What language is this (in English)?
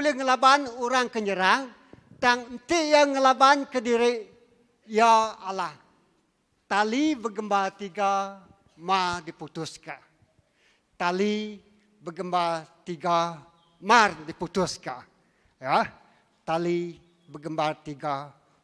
Iban